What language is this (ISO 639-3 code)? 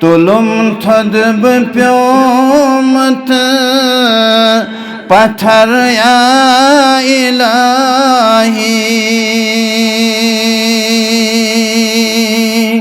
kas